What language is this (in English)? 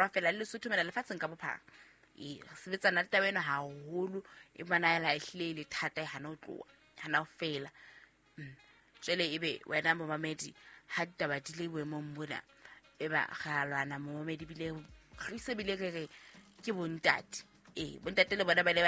Southern Sotho